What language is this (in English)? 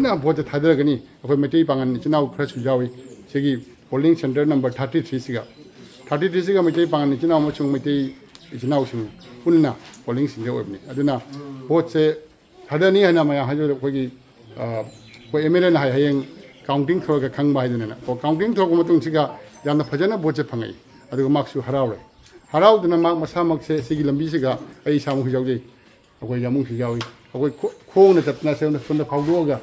Manipuri